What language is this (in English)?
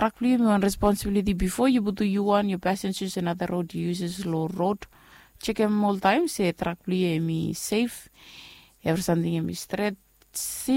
Bislama